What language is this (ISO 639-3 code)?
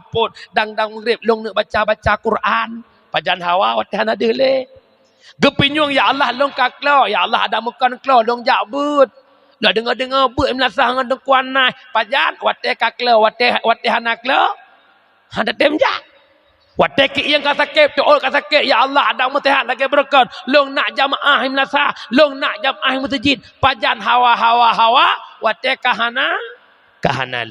ace